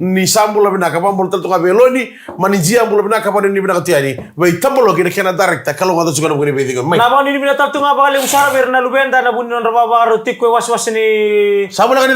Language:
Fijian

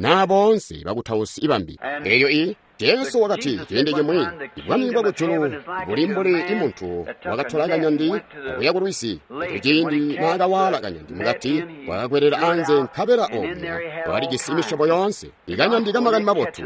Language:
Tonga (Zambia)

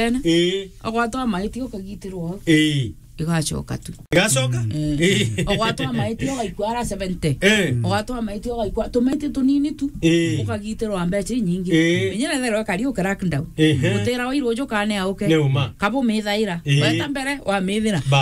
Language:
Meru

